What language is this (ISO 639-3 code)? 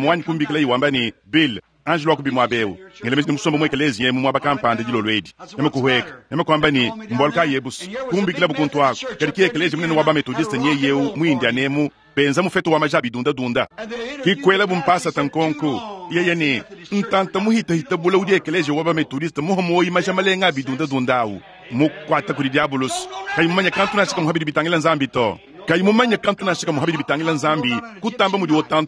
lua